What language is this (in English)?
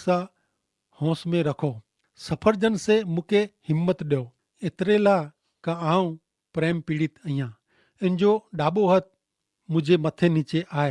Kachhi